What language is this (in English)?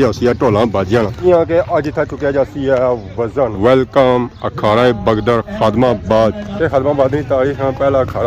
Pahari-Potwari